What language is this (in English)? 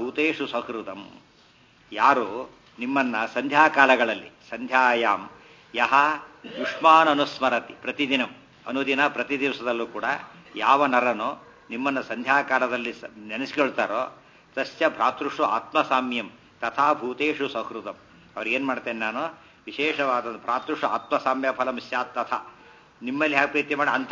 Kannada